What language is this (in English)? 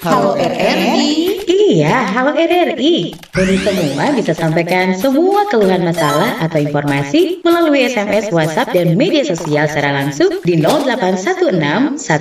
Manado Malay